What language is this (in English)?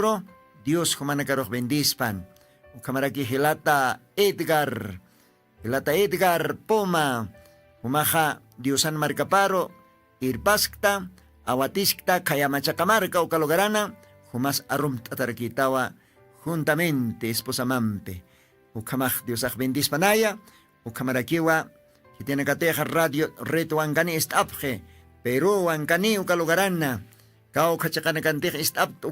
Aymara